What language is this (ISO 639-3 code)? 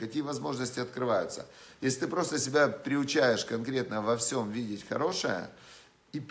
rus